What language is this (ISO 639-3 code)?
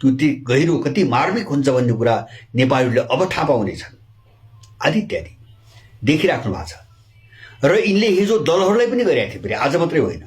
nep